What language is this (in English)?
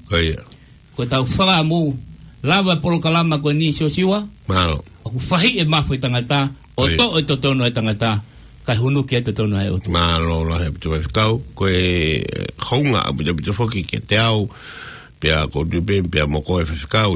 Tongan